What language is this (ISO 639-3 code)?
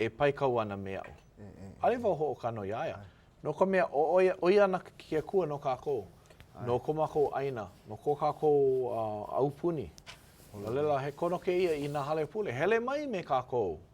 haw